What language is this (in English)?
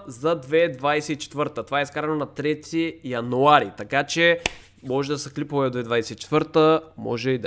Bulgarian